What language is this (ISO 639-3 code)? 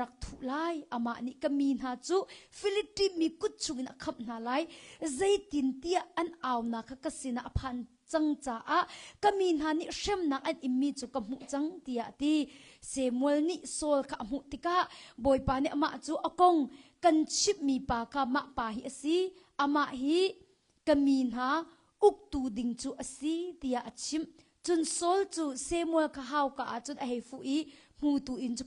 cnh